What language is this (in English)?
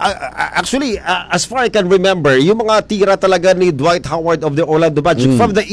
Filipino